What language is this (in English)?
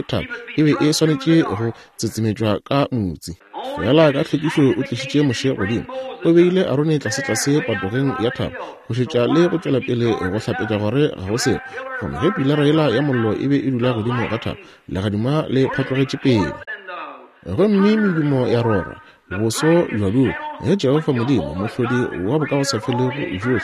Northern Sotho